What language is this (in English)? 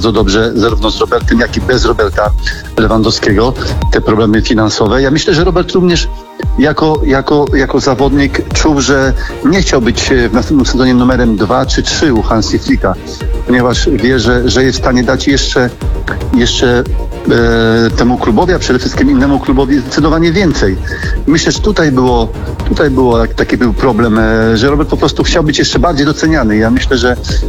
Polish